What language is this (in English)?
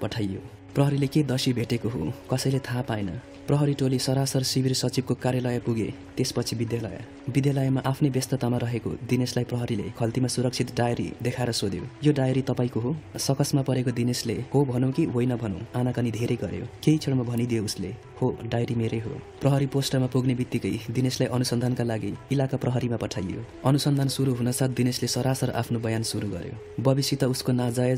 Nepali